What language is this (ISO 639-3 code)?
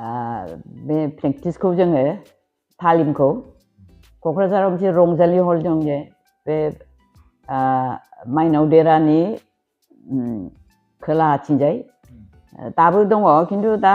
brx